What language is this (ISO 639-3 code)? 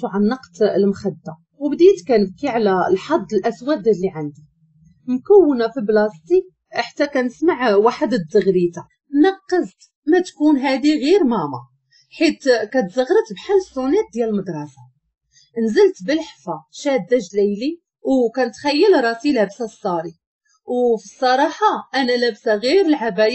ary